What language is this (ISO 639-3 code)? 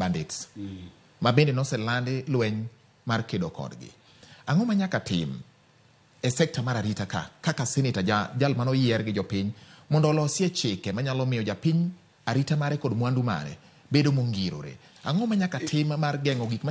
luo